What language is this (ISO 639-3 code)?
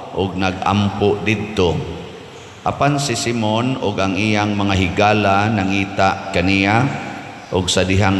ceb